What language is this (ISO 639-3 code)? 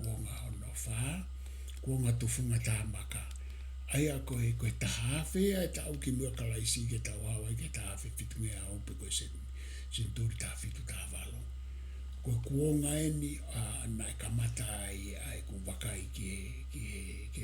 ton